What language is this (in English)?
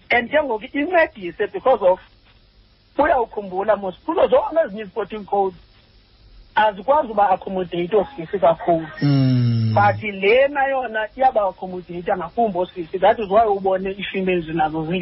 Xhosa